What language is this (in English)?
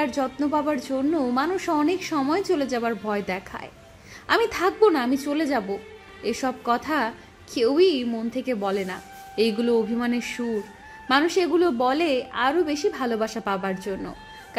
Bangla